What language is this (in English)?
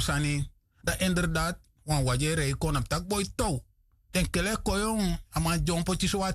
Sranan Tongo